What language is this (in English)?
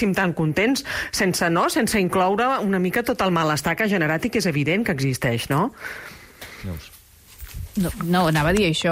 Catalan